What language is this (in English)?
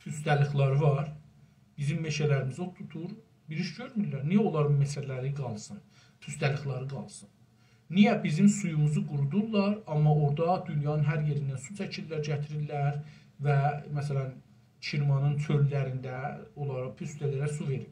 South Azerbaijani